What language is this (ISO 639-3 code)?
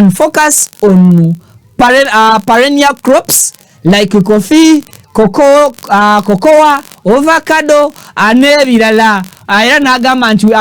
lug